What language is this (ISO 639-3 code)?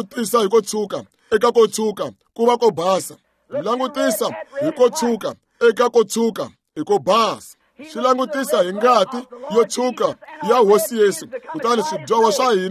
tso